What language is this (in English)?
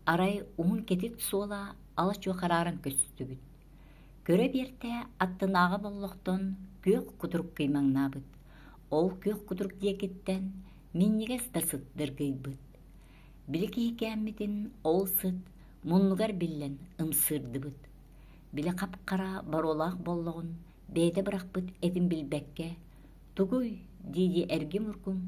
Yakut